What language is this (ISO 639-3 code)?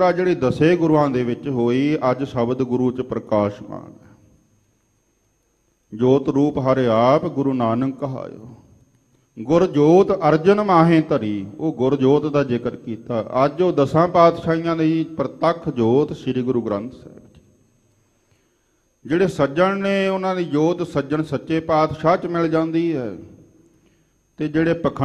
pan